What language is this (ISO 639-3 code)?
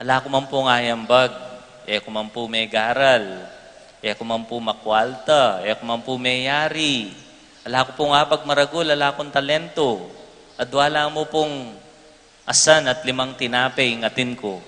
pam